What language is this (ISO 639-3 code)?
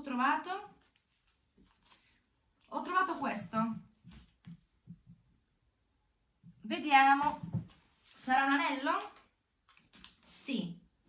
ita